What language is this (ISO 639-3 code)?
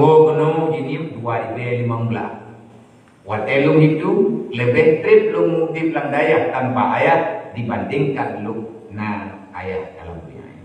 ace